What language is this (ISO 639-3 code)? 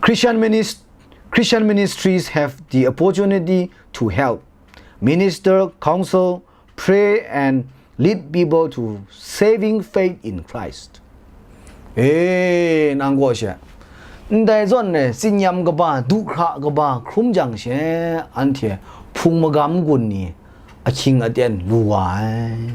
kac